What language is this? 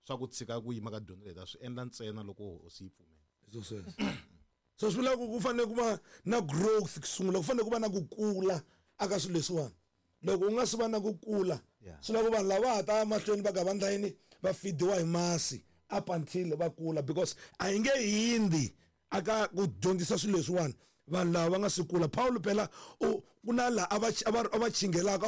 Tsonga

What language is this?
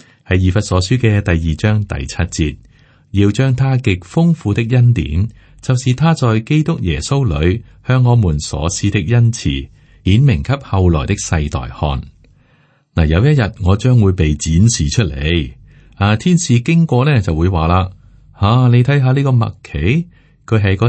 Cantonese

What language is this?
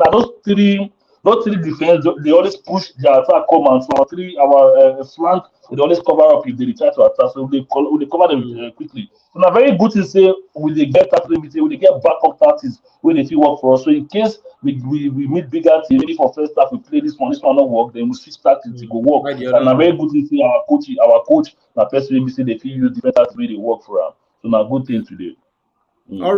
Nigerian Pidgin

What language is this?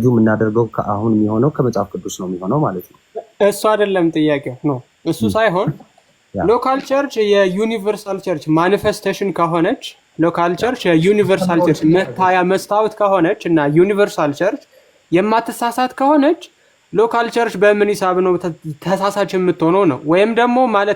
Amharic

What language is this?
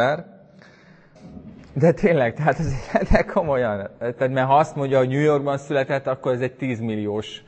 Hungarian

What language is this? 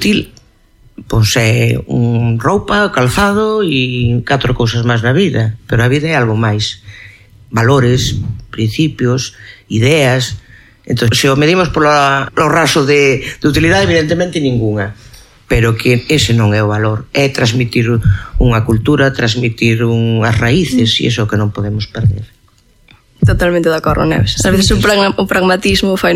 Galician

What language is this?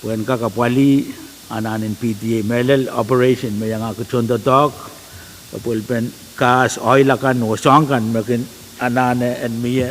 Pohnpeian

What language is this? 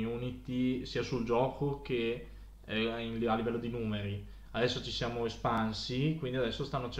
Italian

